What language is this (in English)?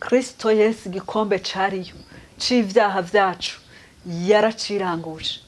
Rundi